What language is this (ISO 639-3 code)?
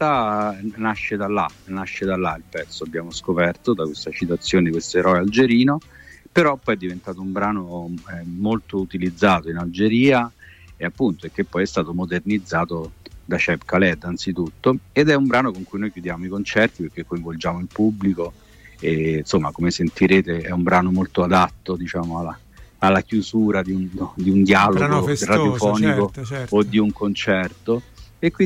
ita